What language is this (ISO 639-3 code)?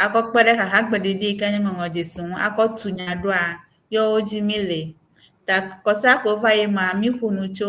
ewe